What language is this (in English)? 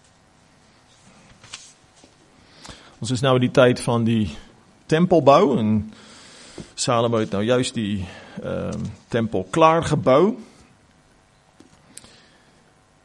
Afrikaans